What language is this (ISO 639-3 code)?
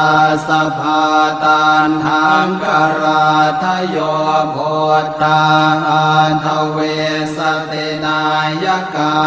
pli